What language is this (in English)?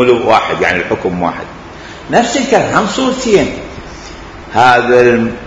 Mesopotamian Arabic